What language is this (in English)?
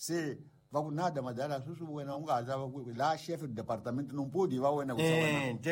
Tsonga